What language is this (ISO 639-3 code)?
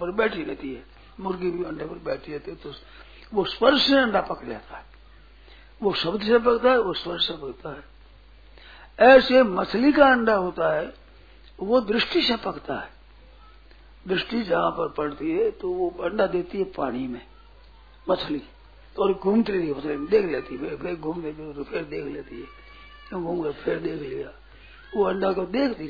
hin